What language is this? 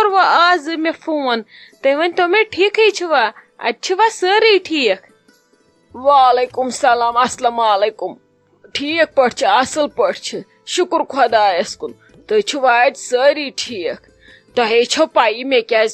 Kashmiri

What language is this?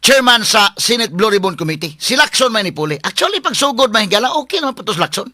Cebuano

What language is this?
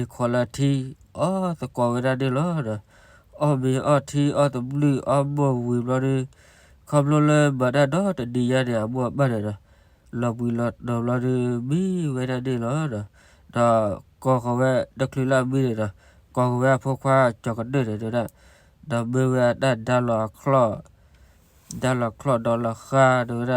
S'gaw Karen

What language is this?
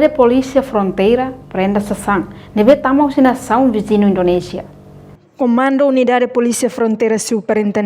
Tetum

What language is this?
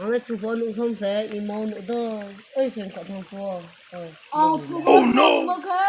Riang (India)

